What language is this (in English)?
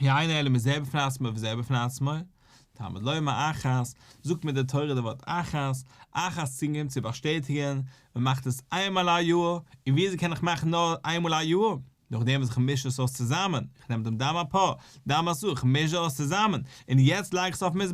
Yiddish